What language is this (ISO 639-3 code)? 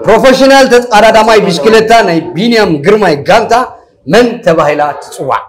tir